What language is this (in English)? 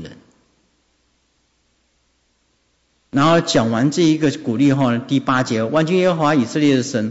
Chinese